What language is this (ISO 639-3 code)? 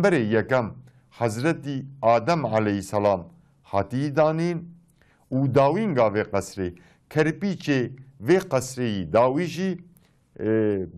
kur